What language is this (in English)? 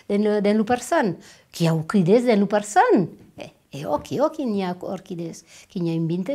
Occitan